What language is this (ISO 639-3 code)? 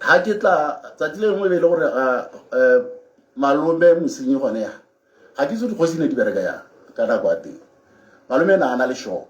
tsn